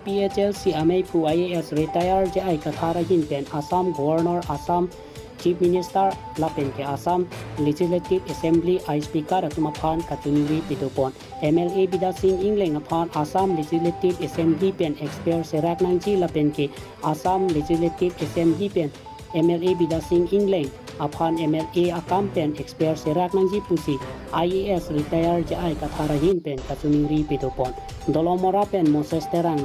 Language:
Karbi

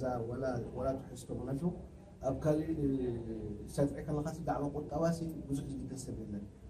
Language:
Tigrinya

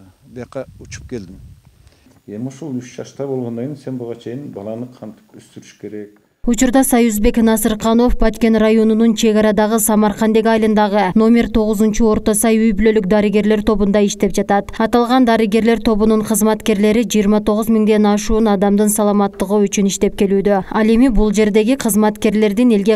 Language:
Kyrgyz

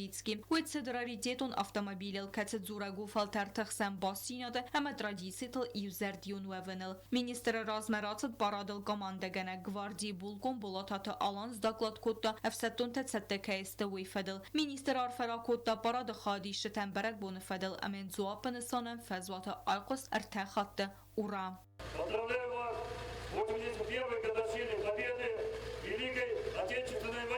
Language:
Ossetic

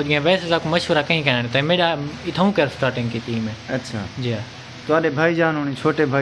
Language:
Saraiki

